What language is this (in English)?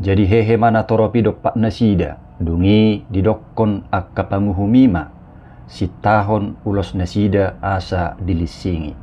Batak Toba